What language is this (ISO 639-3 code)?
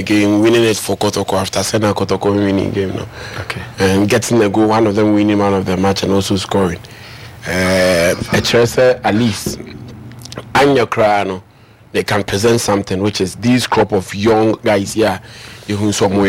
aka